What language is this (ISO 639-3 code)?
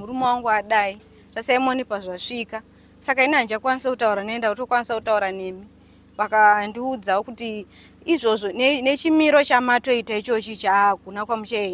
sna